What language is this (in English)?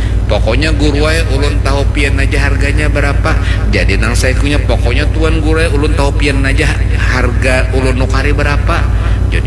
Banjar